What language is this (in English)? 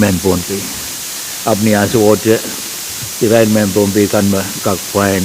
Pohnpeian